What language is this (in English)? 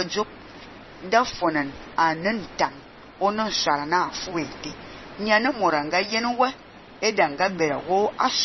Fang